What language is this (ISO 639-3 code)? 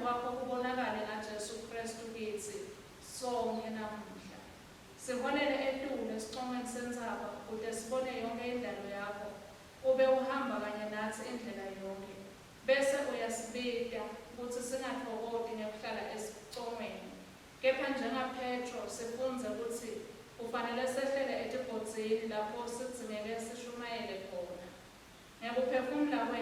ssw